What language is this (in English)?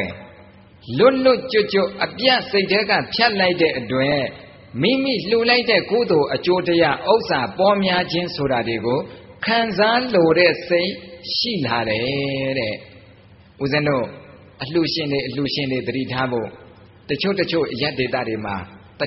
Burmese